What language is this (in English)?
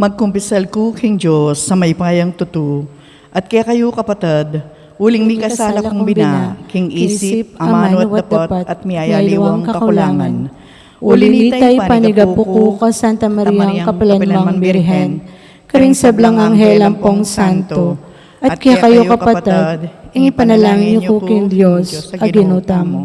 Pampanga